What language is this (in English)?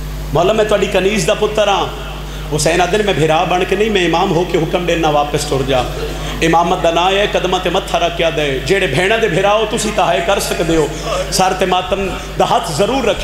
Western Panjabi